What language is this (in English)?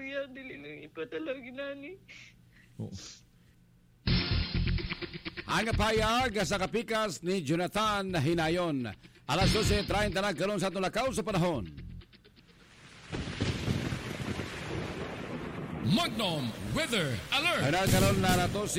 Cebuano